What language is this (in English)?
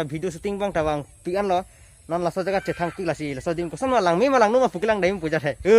Karbi